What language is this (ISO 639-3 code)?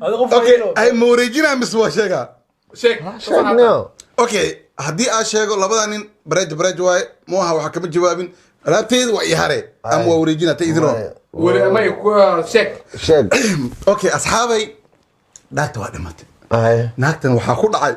som